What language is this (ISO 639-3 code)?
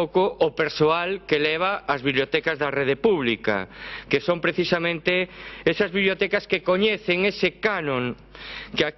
glg